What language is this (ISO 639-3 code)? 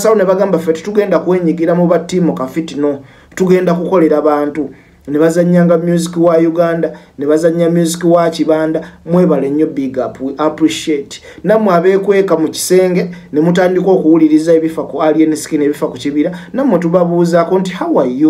lug